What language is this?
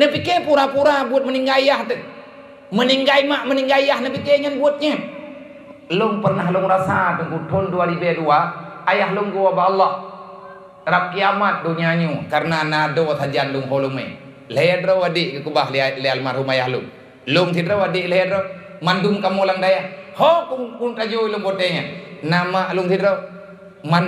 Achinese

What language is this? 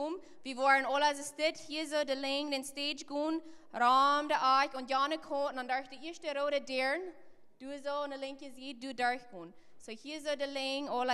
Plautdietsch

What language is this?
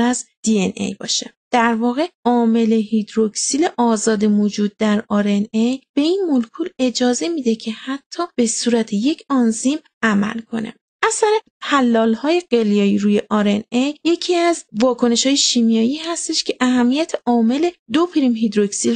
Persian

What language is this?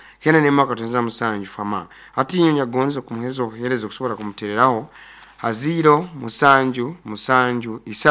Nyoro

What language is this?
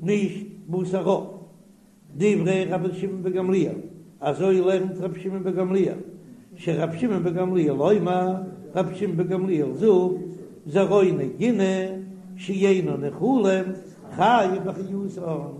Yiddish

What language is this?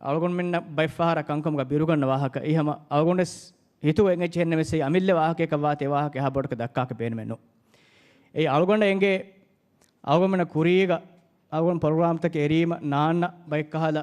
Divehi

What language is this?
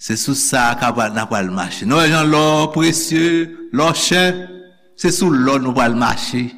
Haitian Creole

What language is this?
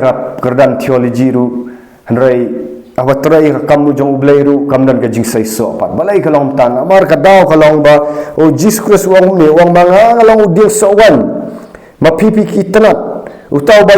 Khasi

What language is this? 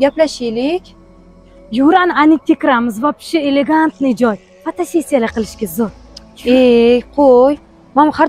Uzbek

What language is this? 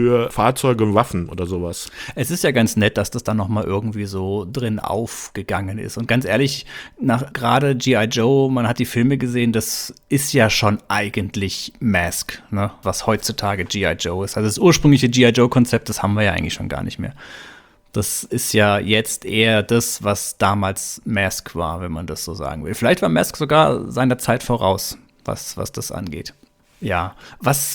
German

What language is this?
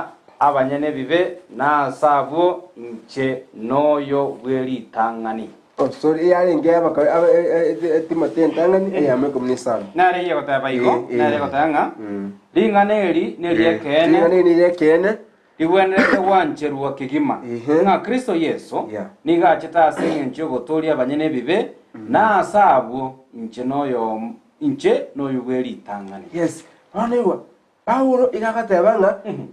Gusii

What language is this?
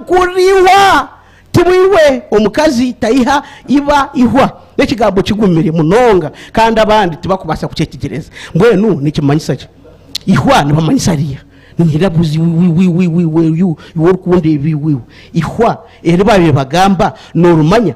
Nyankole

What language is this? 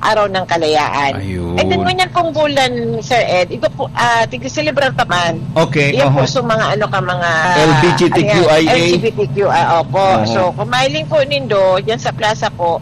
Bikol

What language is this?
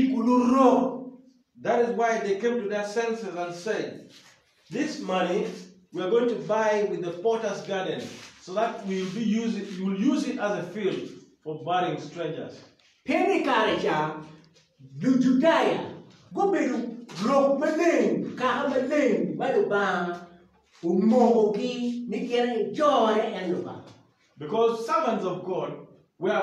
Acoli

